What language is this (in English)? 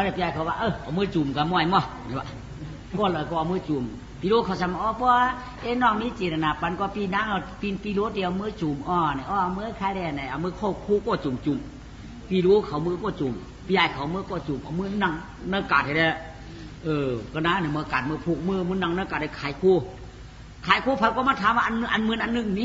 Shan